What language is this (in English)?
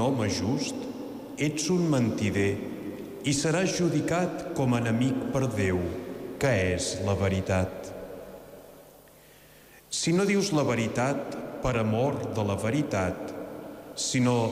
Catalan